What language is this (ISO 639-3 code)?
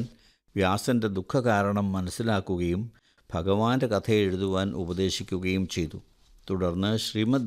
mal